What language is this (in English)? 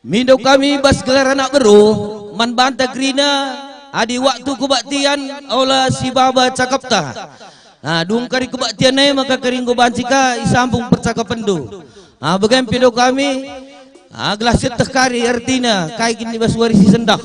Batak Karo